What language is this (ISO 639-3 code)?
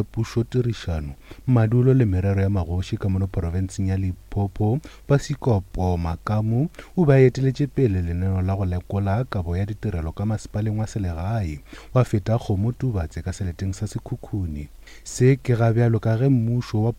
nso